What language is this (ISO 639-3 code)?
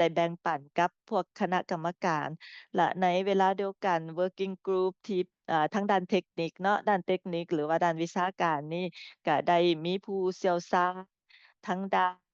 lao